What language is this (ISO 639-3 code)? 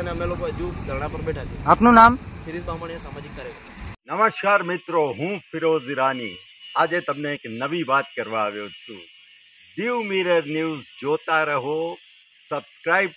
guj